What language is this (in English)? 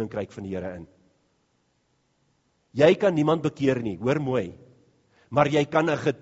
Afrikaans